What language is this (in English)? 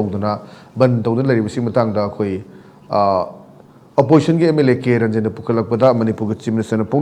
Manipuri